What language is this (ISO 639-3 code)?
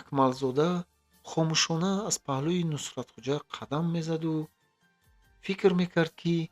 tgk